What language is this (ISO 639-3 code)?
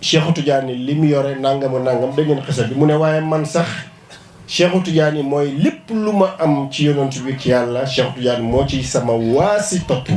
wol